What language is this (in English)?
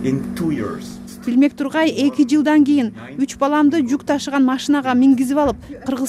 Kyrgyz